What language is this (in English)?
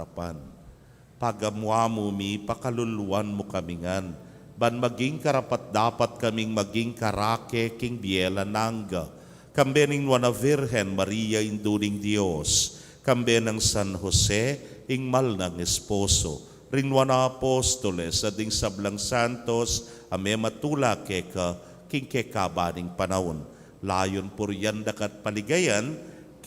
Pampanga